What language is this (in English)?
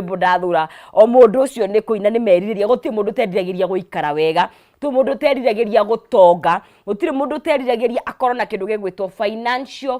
Kikuyu